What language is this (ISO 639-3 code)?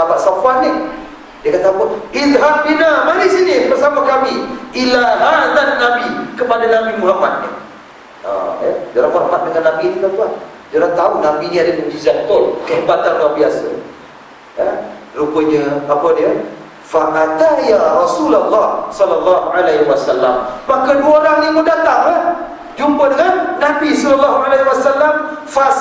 msa